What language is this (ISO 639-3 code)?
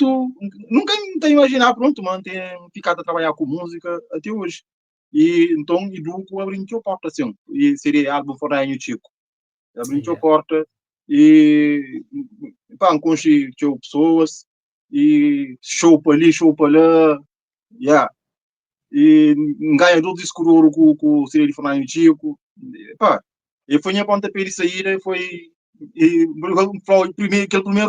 kea